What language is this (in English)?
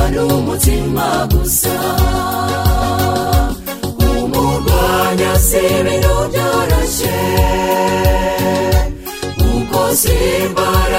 Kinyarwanda